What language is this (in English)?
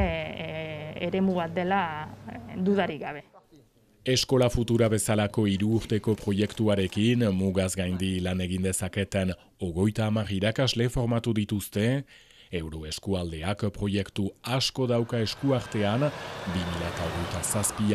Basque